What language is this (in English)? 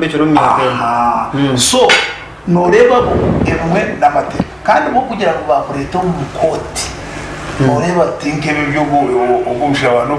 Nyankole